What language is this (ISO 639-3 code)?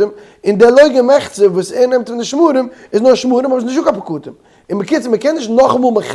yid